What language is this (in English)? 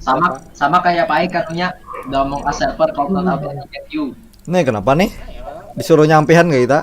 Banjar